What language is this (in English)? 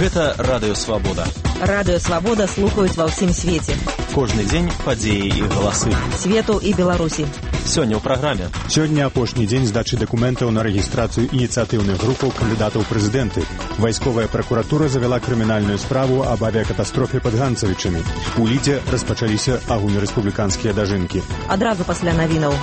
Belarusian